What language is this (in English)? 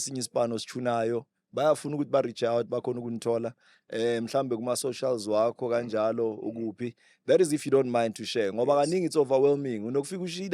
Zulu